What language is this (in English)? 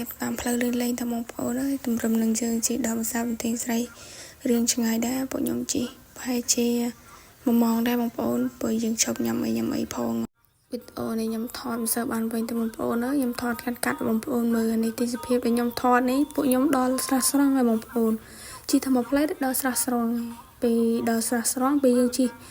Khmer